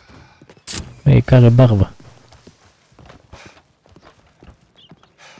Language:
Romanian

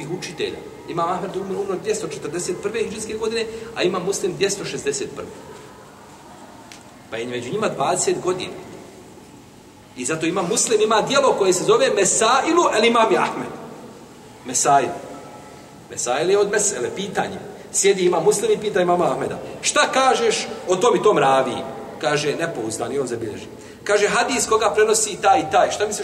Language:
Bosnian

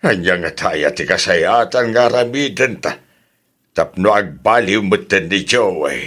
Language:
Iloko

